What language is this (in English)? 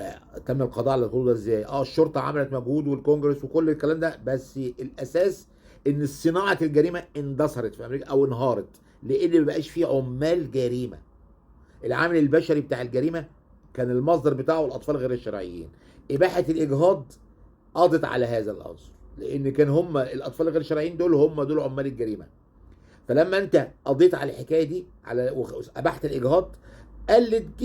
Egyptian Arabic